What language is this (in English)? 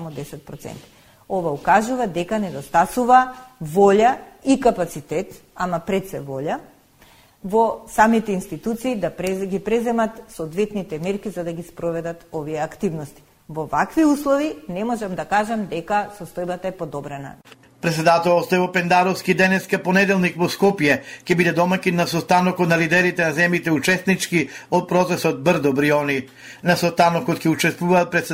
Macedonian